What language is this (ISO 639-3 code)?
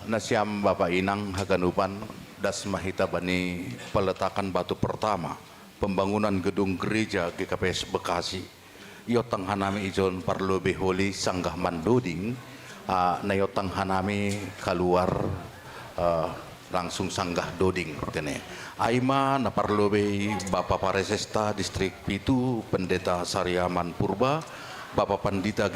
bts